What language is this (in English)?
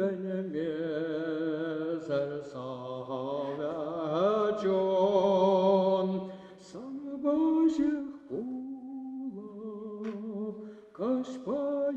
Chuvash